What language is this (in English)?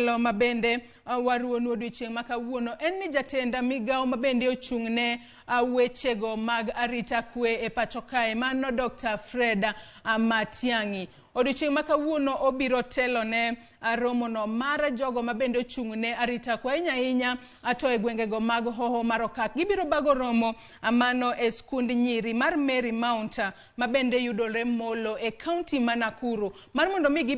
Luo (Kenya and Tanzania)